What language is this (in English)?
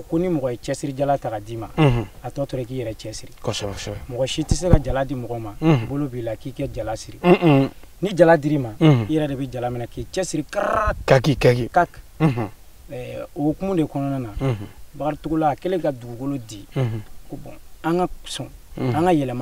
Bambara